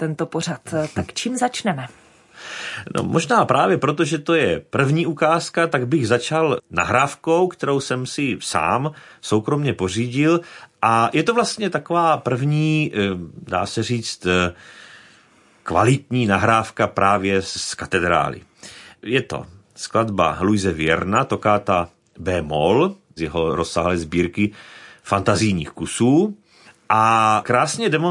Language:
Czech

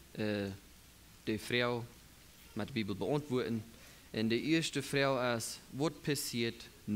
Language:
Plautdietsch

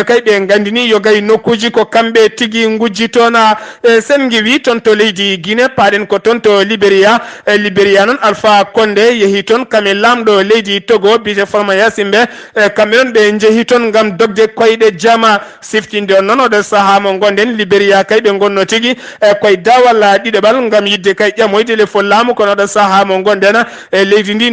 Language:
Fula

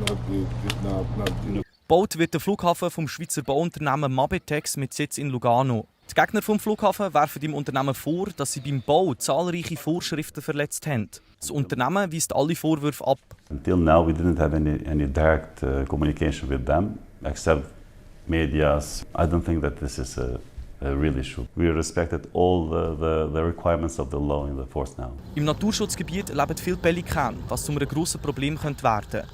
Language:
Swiss German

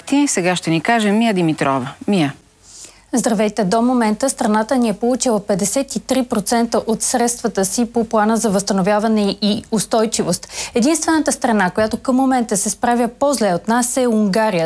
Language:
Bulgarian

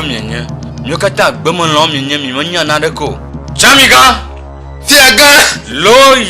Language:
Ewe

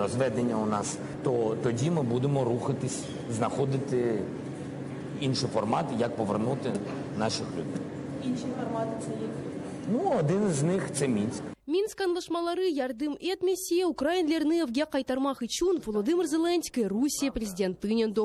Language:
Crimean Tatar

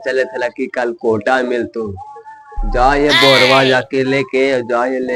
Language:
Magahi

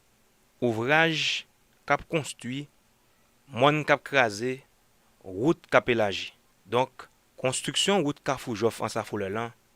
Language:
Haitian Creole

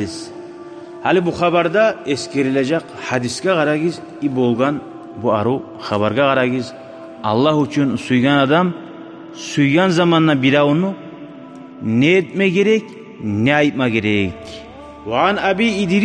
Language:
Kumyk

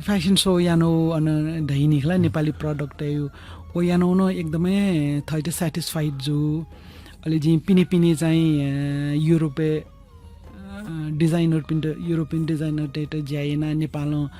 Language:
Newari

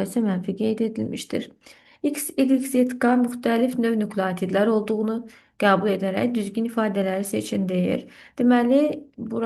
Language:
Azerbaijani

